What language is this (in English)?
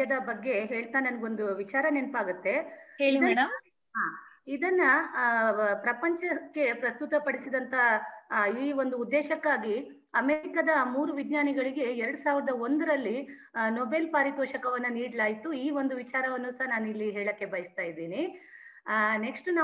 Kannada